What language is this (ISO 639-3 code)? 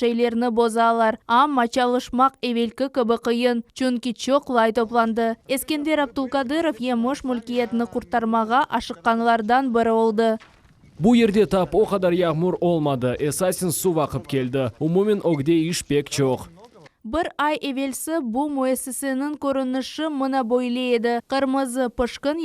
crh